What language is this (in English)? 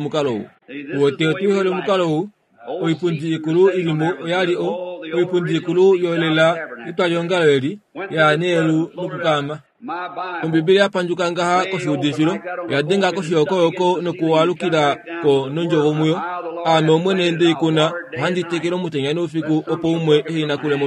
Kuanyama